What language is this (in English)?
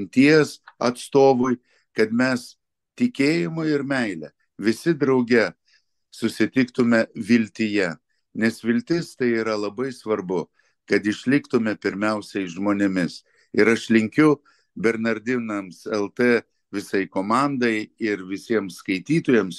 Lithuanian